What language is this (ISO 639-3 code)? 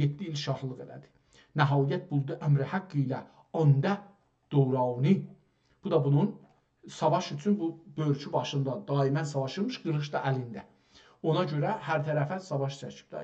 azb